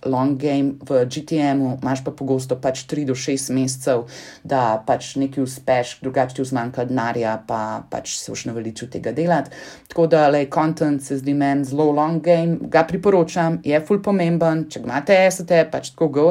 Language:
Slovenian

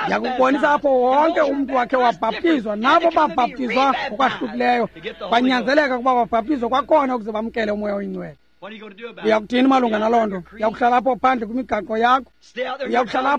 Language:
Xhosa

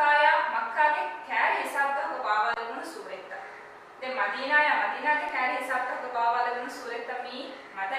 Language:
Divehi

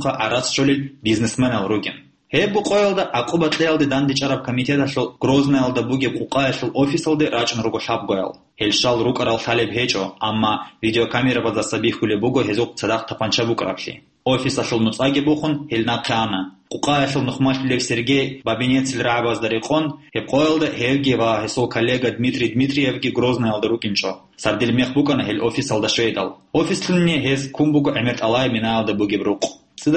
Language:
Avaric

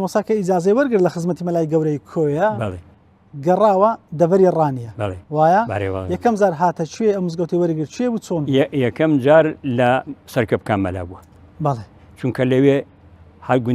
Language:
Central Kurdish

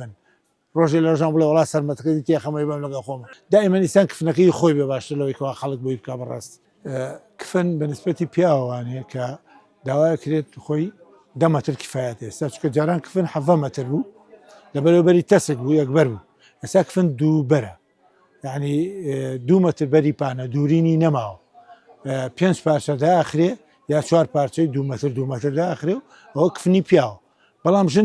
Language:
Central Kurdish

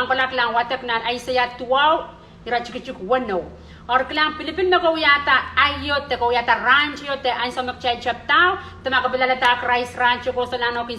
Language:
Pohnpeian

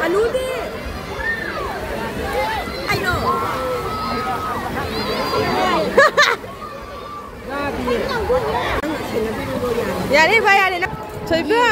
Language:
Manipuri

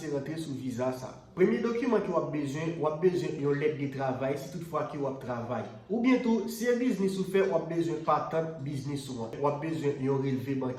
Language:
Haitian Creole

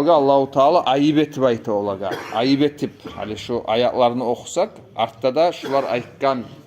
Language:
Kumyk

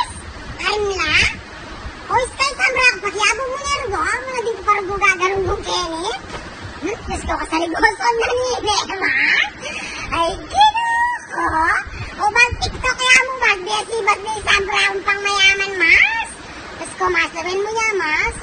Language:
Pampanga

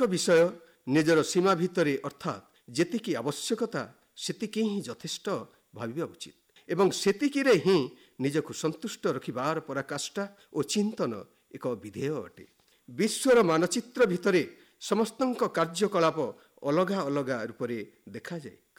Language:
Odia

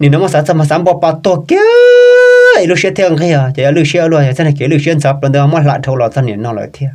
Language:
Hmong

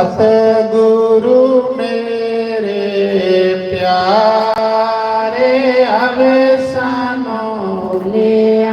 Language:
Dogri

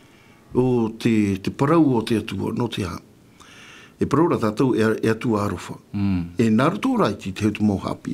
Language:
Tahitian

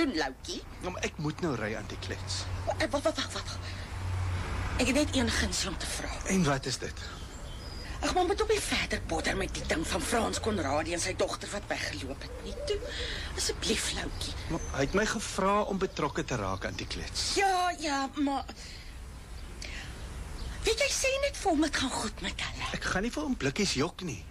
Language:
Afrikaans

